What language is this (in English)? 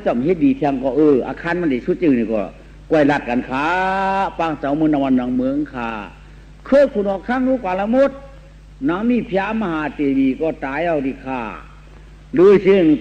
Shan